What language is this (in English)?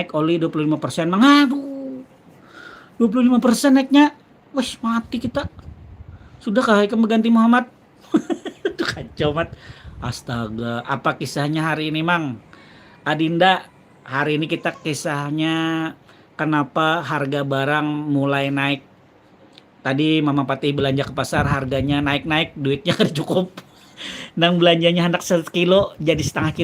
Banjar